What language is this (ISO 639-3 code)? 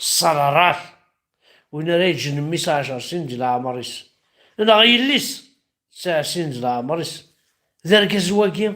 kab